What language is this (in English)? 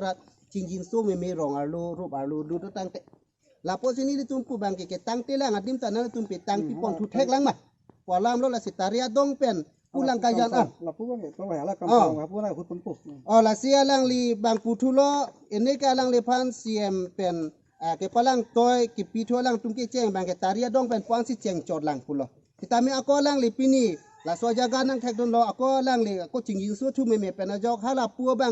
Karbi